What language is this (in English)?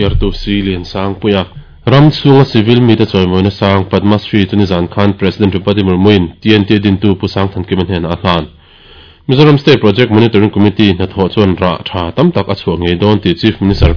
Mizo